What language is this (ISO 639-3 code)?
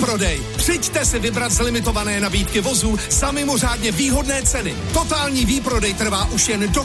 ces